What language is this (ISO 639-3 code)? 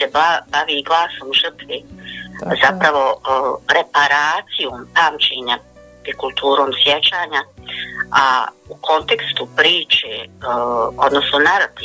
bos